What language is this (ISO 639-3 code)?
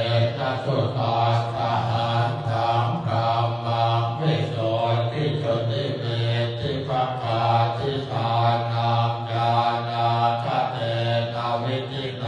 pli